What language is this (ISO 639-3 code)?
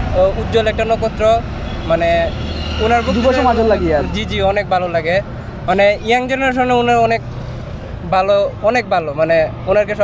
syl